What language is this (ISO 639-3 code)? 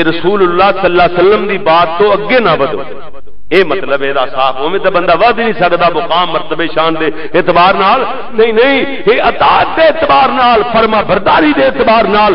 lah